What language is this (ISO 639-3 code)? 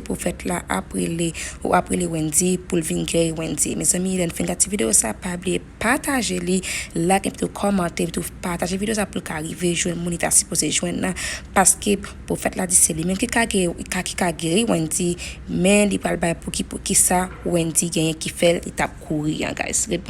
hat